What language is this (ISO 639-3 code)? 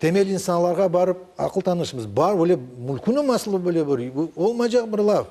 crh